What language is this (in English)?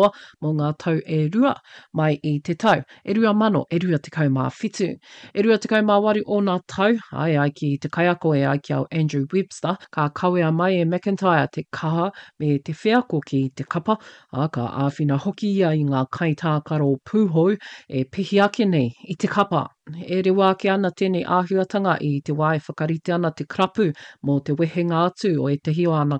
Māori